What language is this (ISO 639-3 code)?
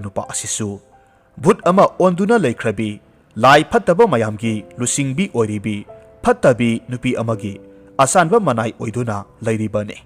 mni